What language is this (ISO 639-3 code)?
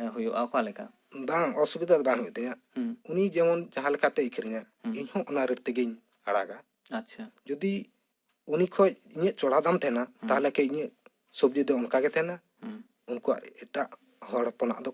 sat